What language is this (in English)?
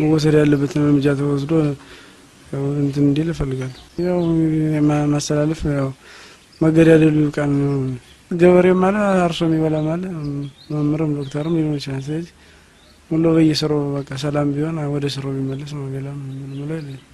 Amharic